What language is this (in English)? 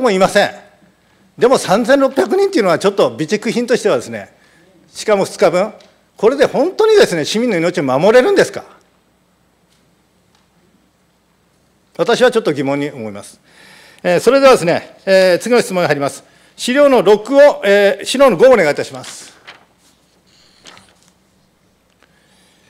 Japanese